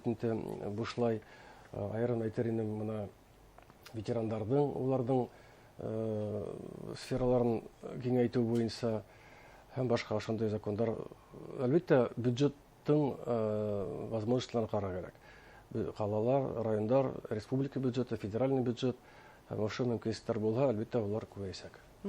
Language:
Bashkir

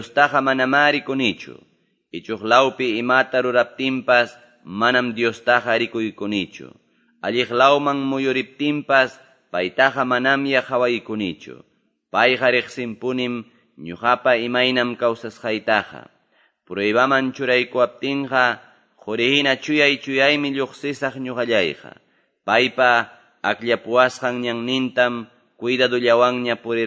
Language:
Quechua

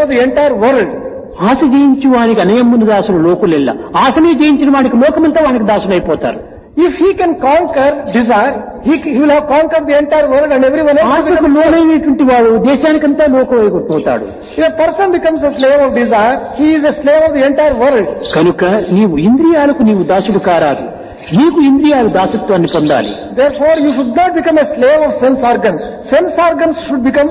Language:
Telugu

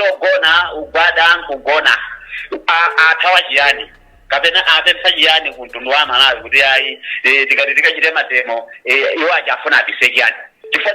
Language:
Nyanja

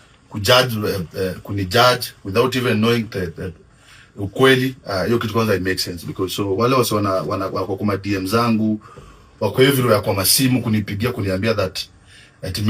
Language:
Swahili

